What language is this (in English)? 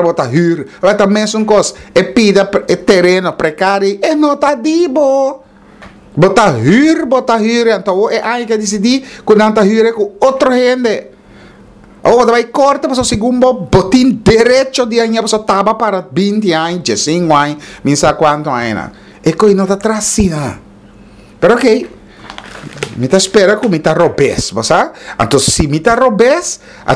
Papiamento